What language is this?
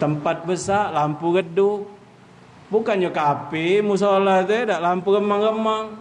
Musi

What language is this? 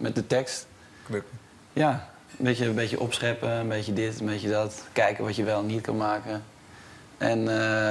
Dutch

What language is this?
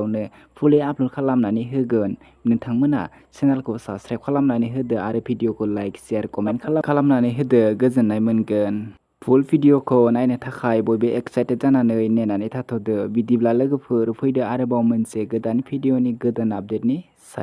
Bodo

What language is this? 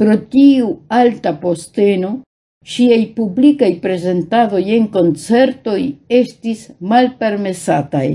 Esperanto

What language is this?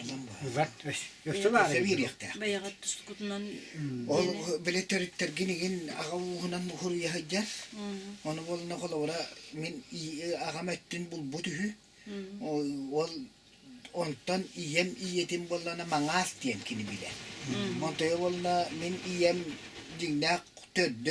Yakut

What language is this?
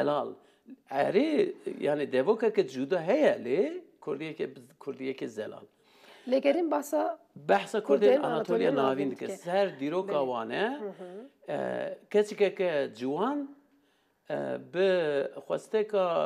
Kurdish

